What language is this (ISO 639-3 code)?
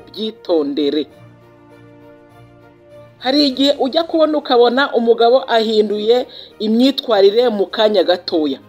kin